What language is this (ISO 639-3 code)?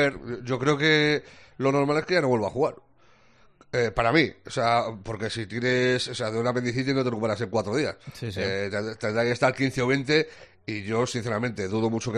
spa